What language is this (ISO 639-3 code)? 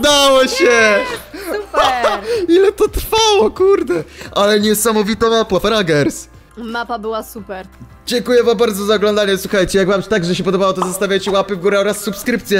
pol